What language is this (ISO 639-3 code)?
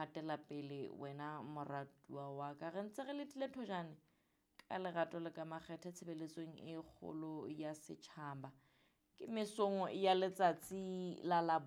sot